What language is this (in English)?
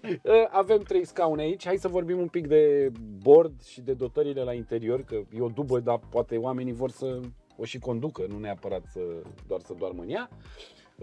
Romanian